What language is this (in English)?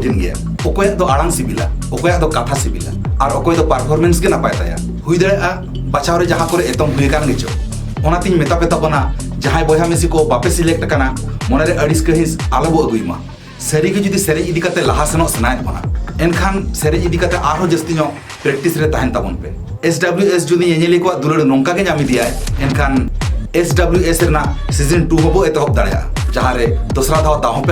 Santali